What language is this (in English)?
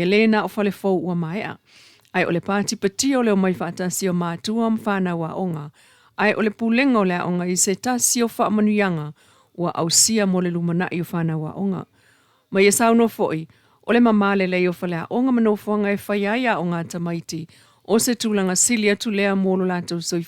Samoan